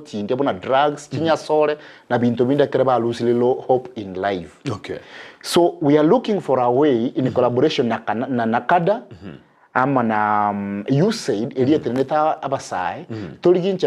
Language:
Gusii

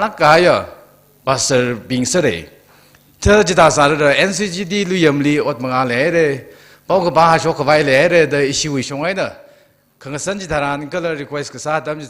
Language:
Tangkhul Naga (India)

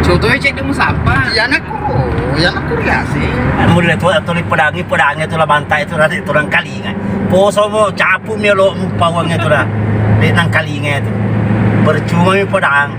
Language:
Buginese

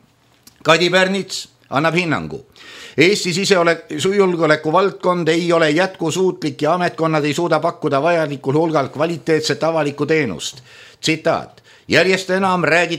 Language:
Estonian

